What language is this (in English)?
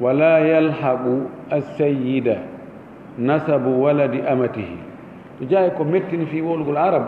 Fula